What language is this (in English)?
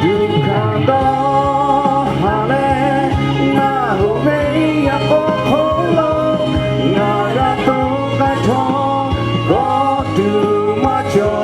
Lahu